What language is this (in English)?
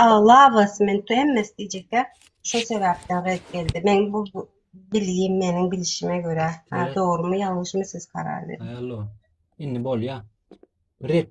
Turkmen